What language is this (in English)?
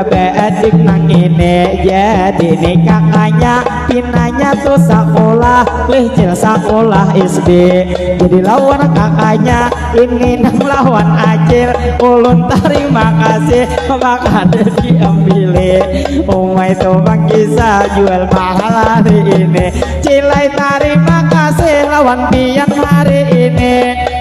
Banjar